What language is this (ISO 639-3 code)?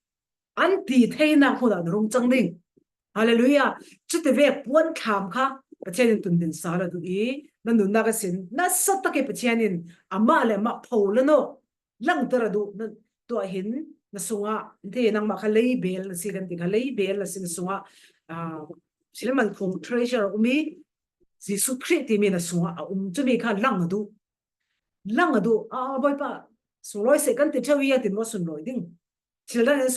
cfm